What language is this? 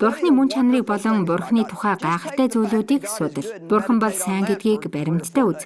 Mongolian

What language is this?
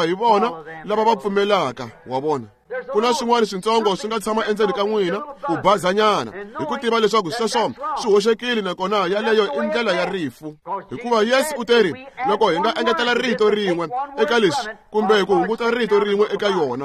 Tsonga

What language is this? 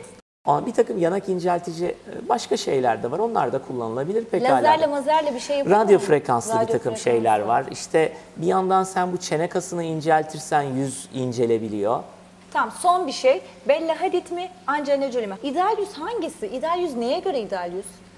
Turkish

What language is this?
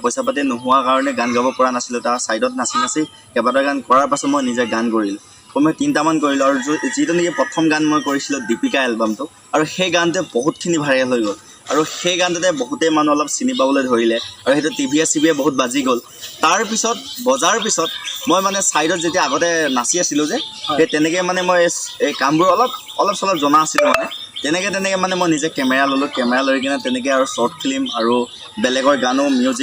Assamese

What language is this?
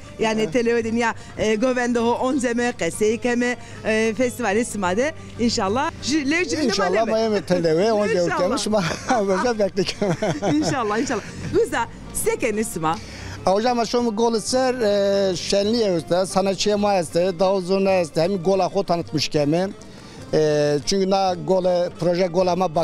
Zaza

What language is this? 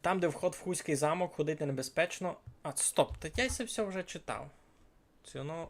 Rusyn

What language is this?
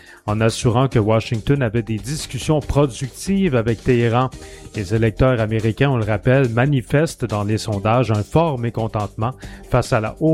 French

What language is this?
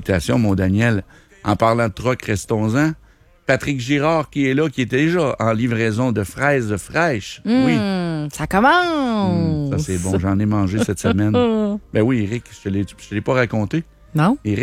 French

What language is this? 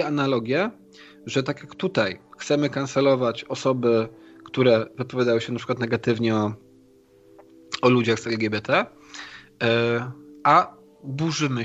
Polish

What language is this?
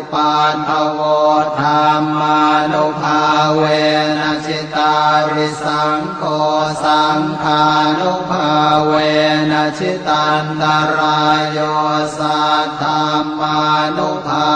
Pali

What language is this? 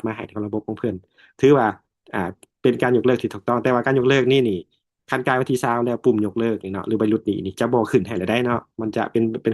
Lao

